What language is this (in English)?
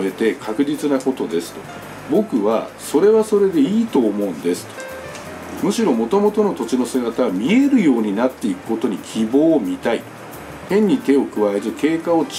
Japanese